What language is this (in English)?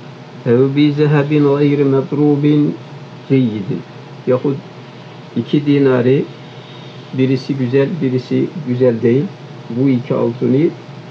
Turkish